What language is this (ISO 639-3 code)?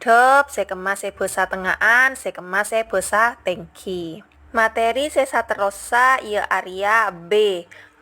mad